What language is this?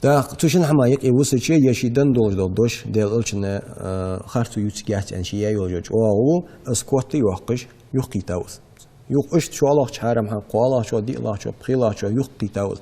Ingush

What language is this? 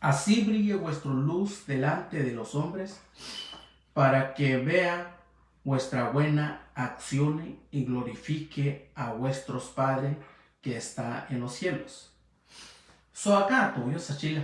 Mixtepec Mixtec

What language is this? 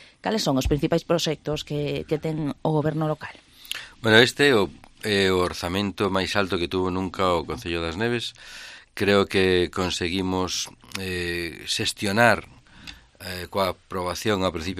Galician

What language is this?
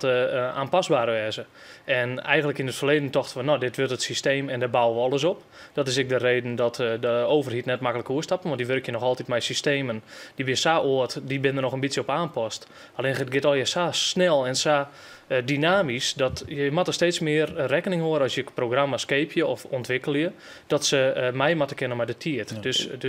Western Frisian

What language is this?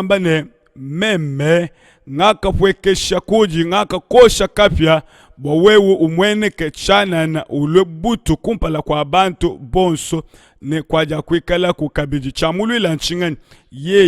Luba-Lulua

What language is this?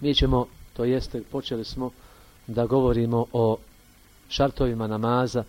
Bosnian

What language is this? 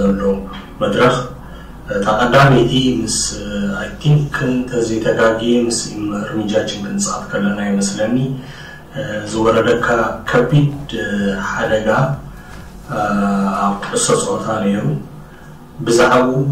Tigrinya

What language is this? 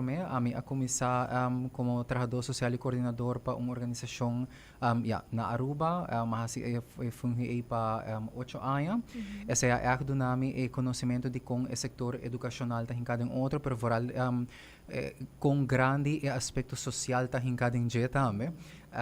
Papiamento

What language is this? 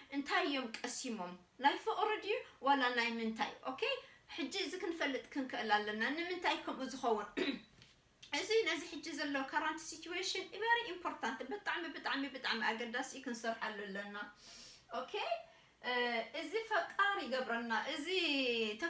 Tigrinya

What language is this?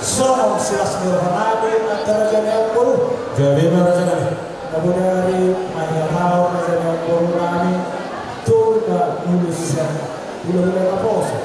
Batak Toba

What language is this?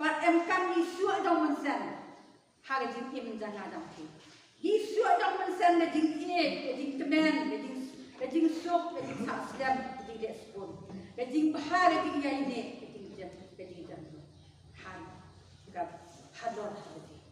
Khasi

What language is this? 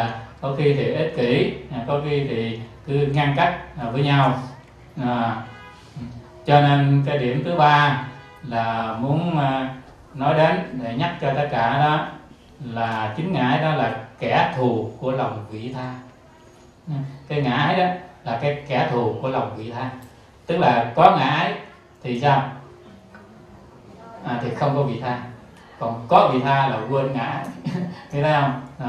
Vietnamese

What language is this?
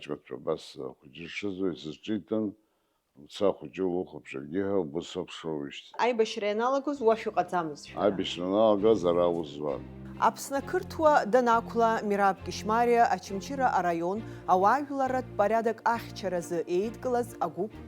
Abkhazian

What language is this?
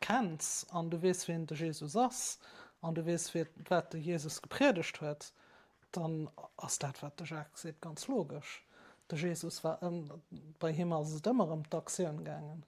Luxembourgish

